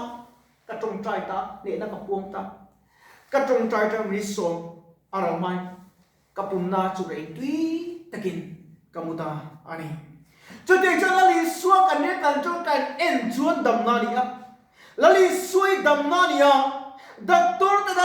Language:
Mizo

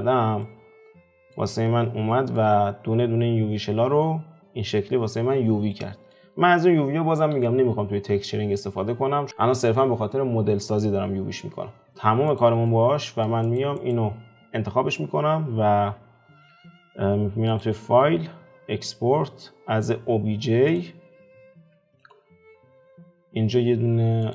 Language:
Persian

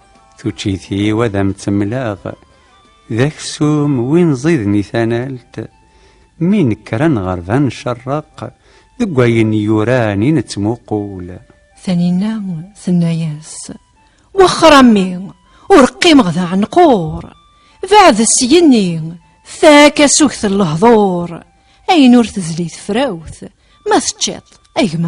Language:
Kabyle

